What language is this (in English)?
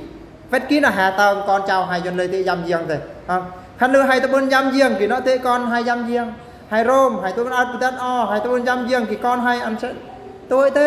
Eastern Bru